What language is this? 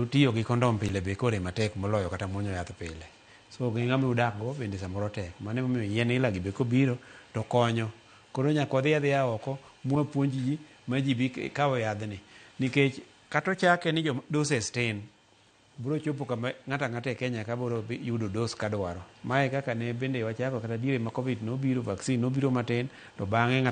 Luo (Kenya and Tanzania)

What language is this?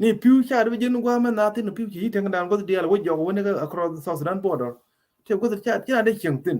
Nuer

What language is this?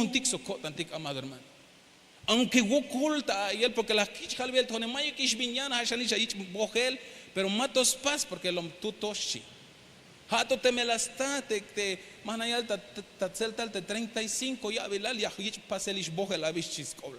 Tzeltal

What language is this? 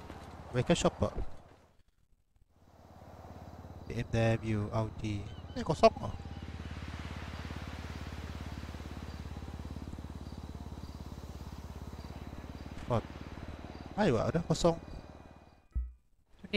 Malay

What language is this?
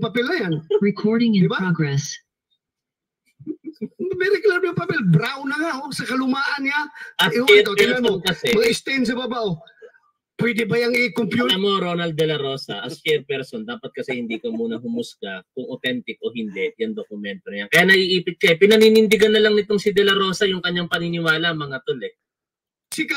Filipino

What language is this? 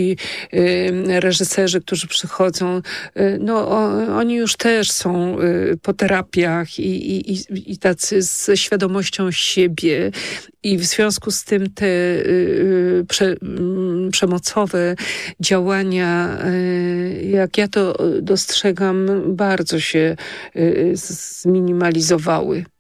Polish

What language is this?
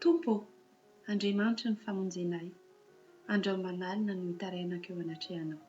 Malagasy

